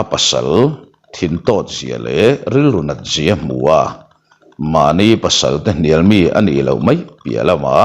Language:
Mizo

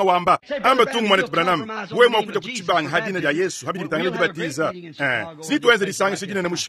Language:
Luba-Lulua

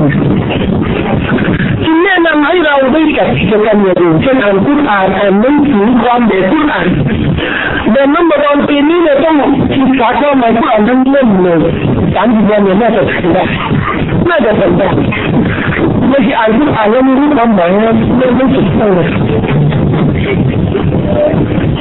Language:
Thai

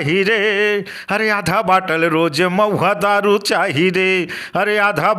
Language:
Chhattisgarhi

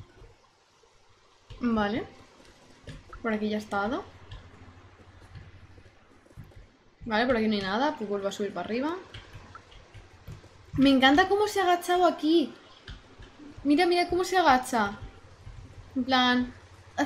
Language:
Spanish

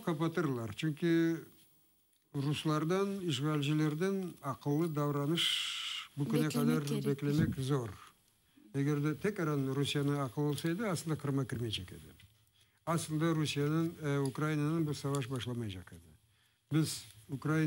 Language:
Crimean Tatar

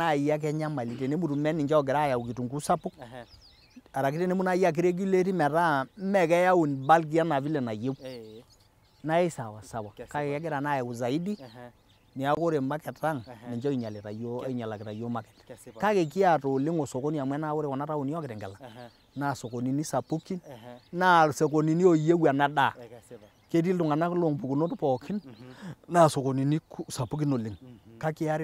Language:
Masai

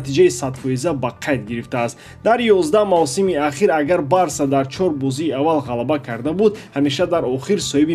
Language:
Tajik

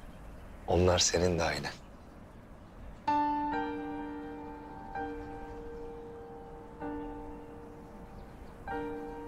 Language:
Turkish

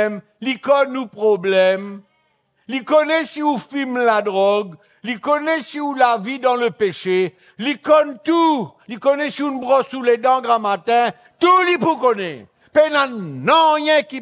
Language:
Morisyen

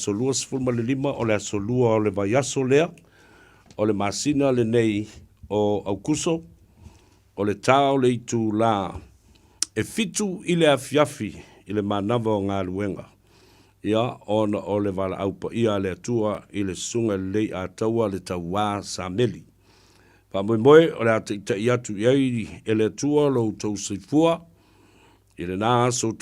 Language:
Samoan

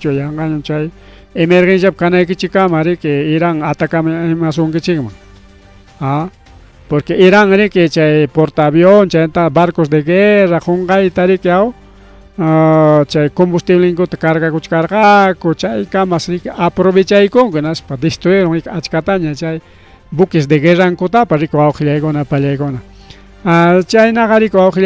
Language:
Ayacucho Quechua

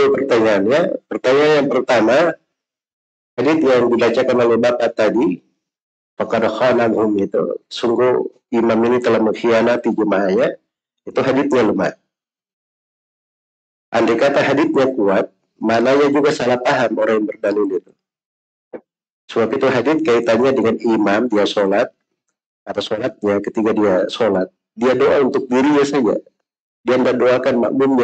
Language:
Indonesian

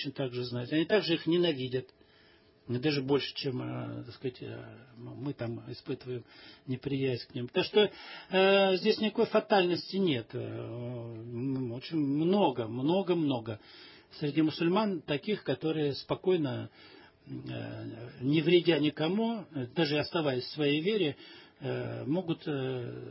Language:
Russian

